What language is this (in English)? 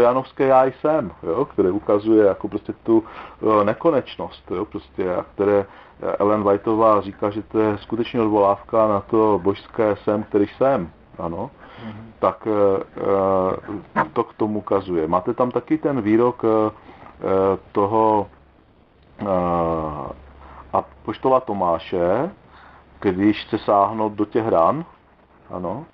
Czech